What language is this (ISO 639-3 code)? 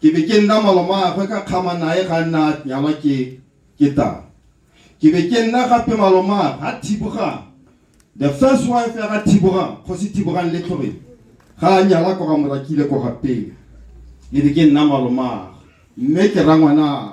tsn